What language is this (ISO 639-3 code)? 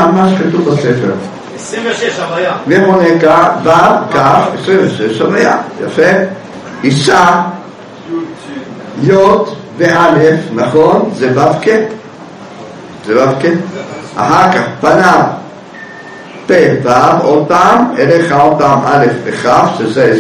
heb